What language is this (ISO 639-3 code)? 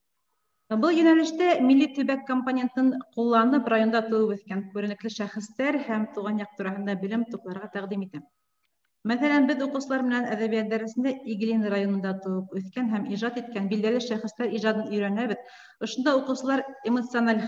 bak